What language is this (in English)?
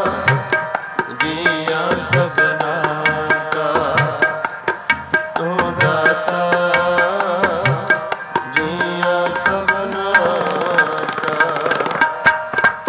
Punjabi